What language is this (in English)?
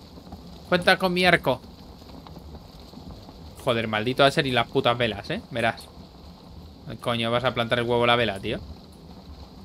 Spanish